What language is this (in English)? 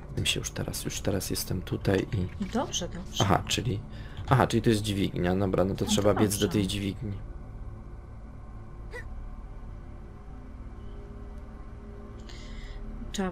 Polish